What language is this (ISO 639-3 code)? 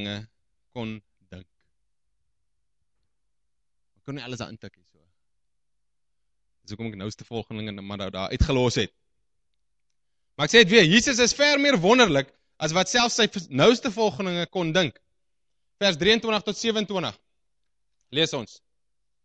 afr